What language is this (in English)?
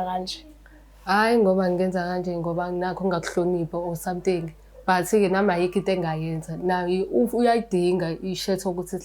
Zulu